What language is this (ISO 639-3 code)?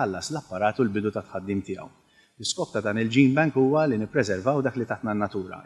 mlt